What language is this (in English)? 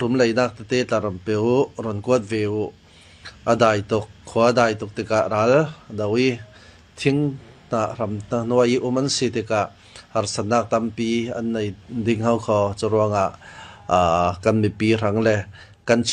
Falam Chin